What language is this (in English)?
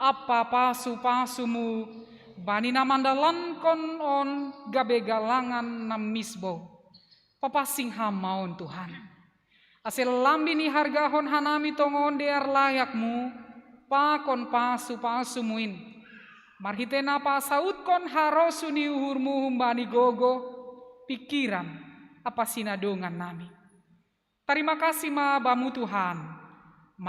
Batak Simalungun